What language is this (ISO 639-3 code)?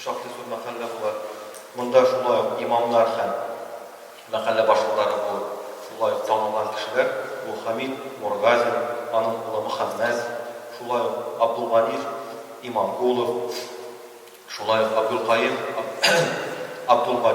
tat